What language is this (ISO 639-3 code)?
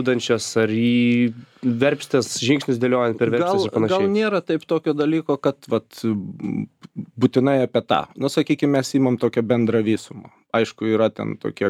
lit